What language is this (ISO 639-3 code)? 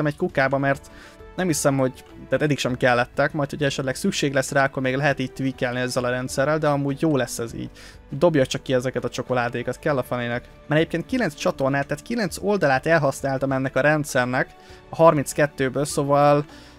hun